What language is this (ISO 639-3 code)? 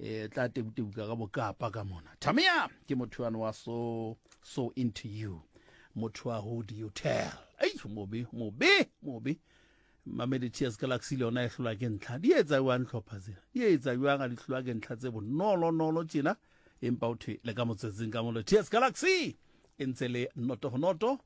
sot